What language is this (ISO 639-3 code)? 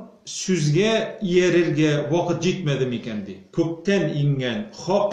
tat